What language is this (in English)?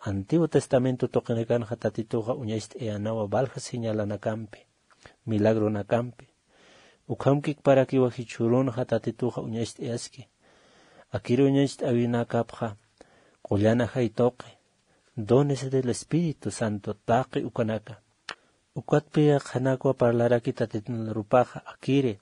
Aymara